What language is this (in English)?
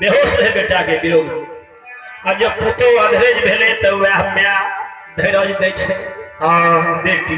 Maithili